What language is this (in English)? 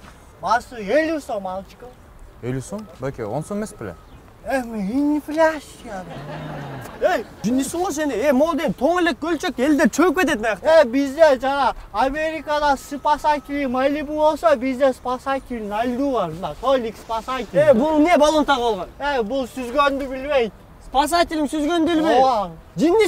Kyrgyz